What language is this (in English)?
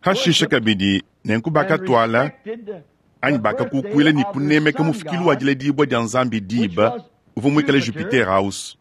Luba-Lulua